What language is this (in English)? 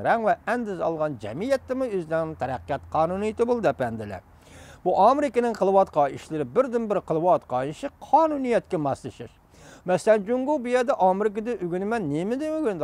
Uyghur